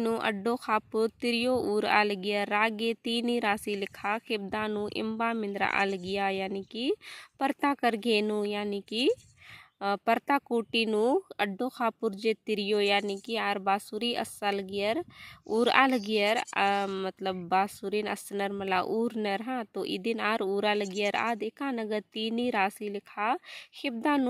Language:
Kurukh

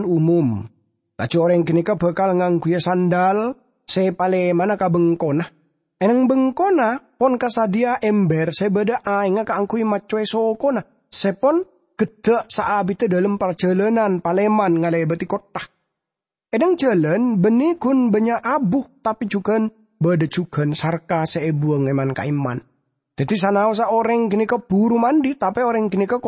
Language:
Madurese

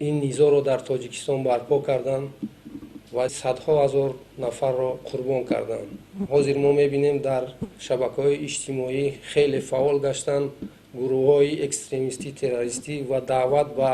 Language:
Tajik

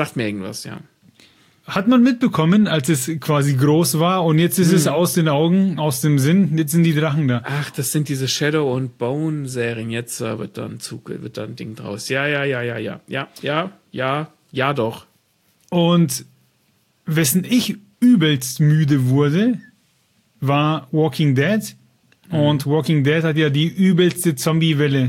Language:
German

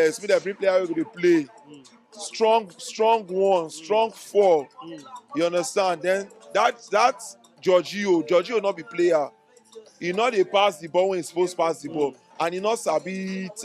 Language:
Nigerian Pidgin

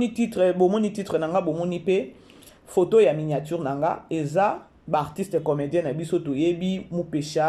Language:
Lingala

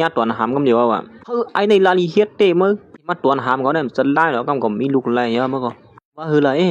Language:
Shan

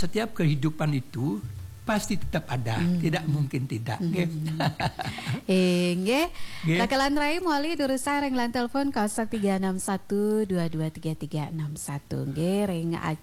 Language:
Balinese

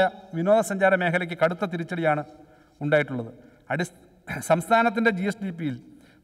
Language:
Malayalam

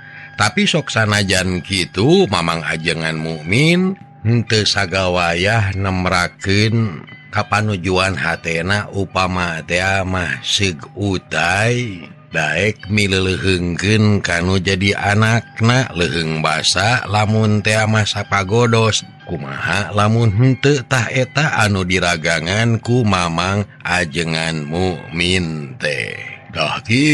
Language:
Sundanese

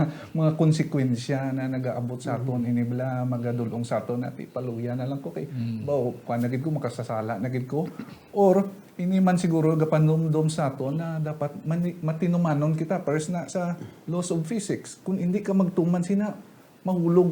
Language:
Hiligaynon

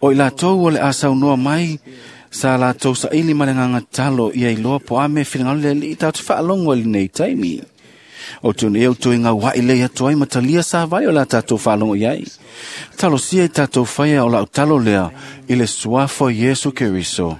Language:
Samoan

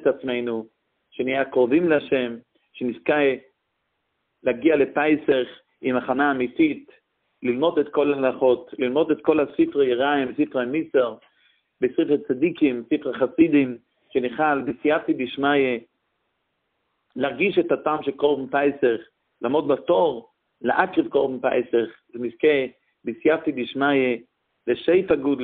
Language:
Hebrew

